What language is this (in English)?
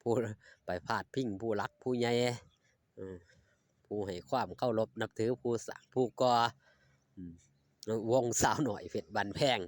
Northeastern Thai